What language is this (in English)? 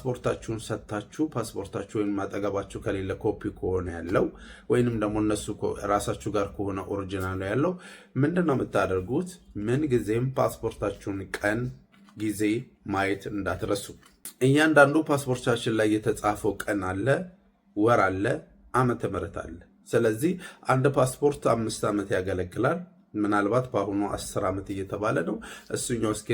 Amharic